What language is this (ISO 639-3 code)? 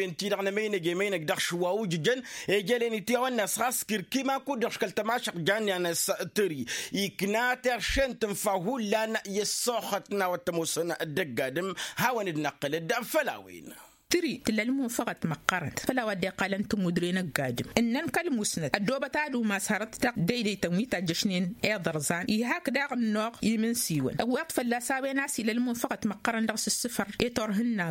taq